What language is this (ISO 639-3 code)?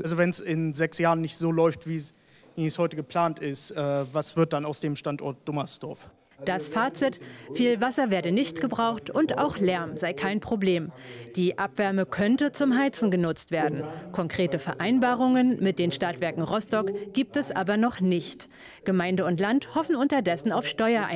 deu